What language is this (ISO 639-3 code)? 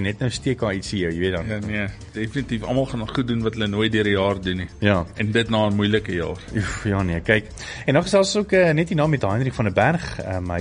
afr